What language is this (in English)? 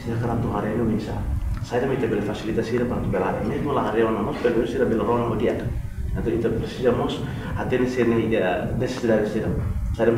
Tetum